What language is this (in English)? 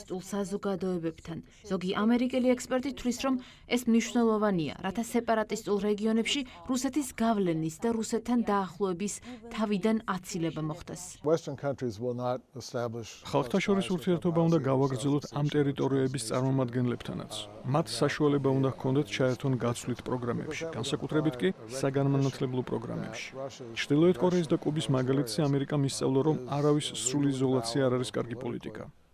Georgian